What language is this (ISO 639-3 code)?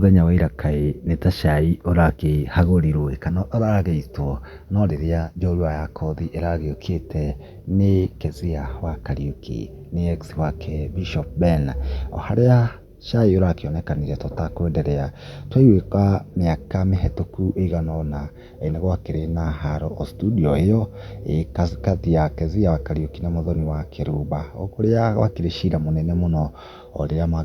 kik